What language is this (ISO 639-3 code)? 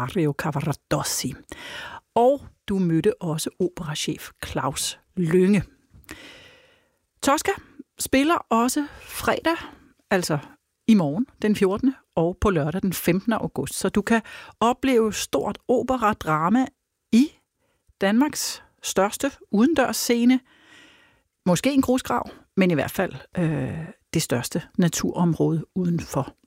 dan